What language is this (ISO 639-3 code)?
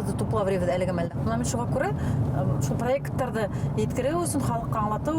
bak